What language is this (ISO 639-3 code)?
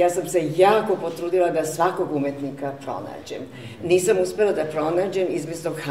srp